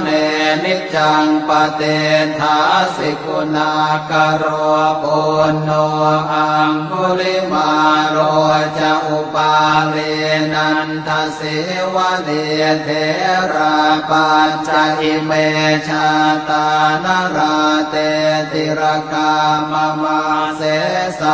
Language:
Pali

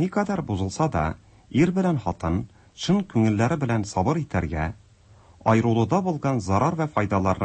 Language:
Tatar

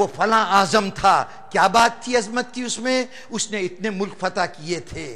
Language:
Urdu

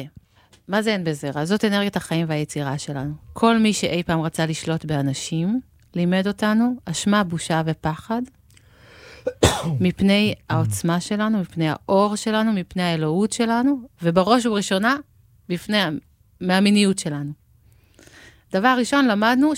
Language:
Hebrew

